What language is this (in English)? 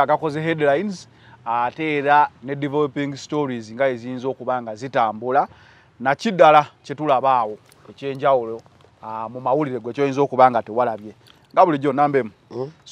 Ganda